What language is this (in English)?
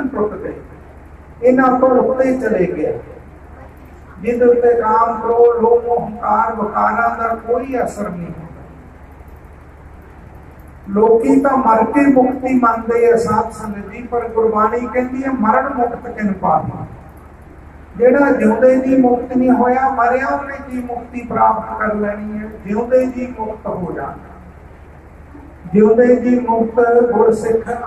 Punjabi